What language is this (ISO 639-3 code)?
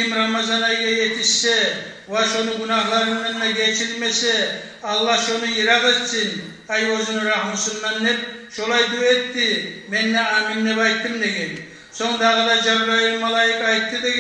kum